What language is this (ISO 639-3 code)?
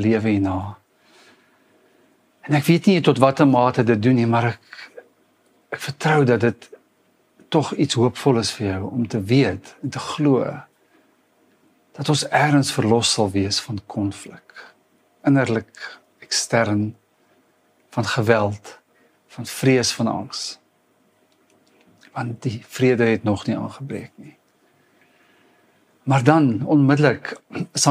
afr